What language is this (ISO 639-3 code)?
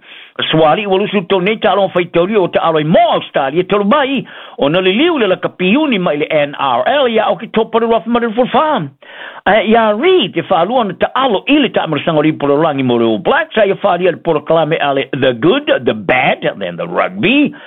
smo